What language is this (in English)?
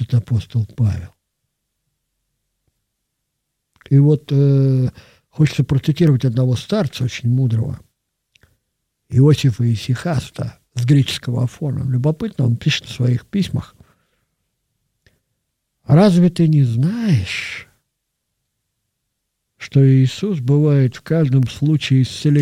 Russian